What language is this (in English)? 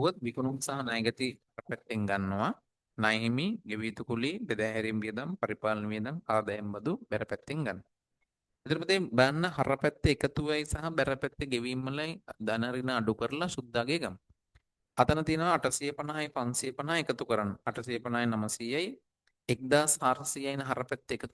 Sinhala